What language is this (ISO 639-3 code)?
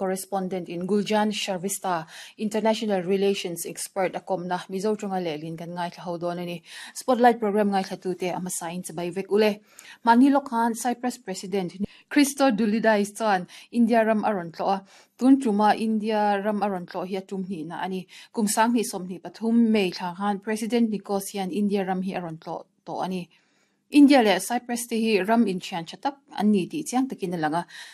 lus